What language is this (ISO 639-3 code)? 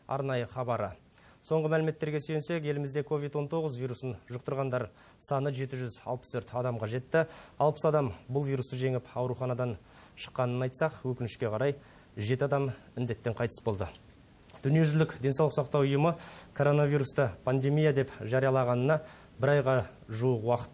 kaz